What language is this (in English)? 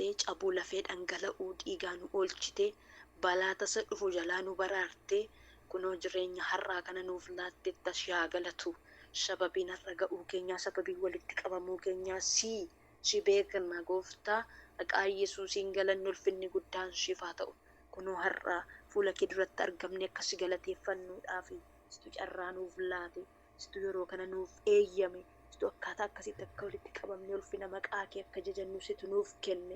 Oromo